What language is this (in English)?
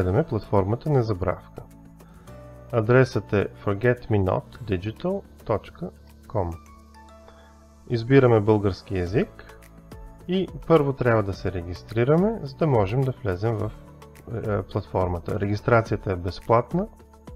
Bulgarian